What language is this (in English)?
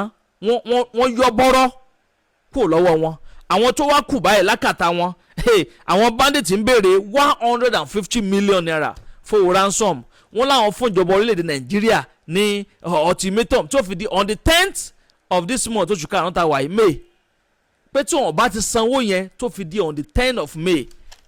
Yoruba